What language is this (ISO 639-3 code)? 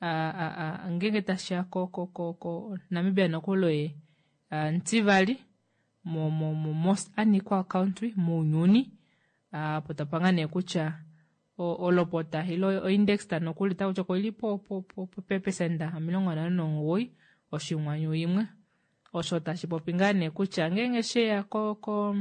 kua